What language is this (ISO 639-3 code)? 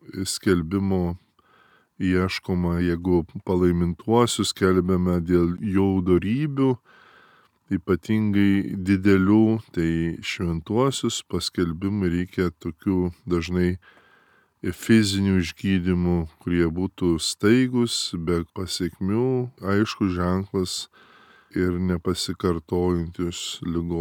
lit